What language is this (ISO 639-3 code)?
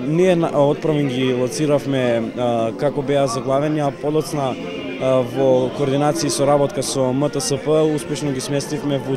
mkd